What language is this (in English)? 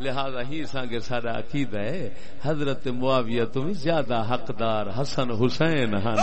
Saraiki